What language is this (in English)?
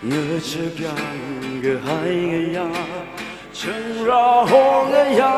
Tangkhul Naga (India)